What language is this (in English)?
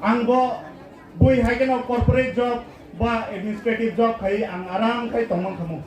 Kok Borok